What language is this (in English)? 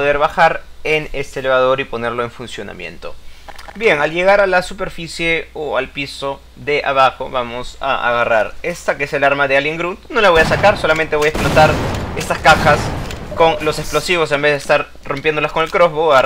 Spanish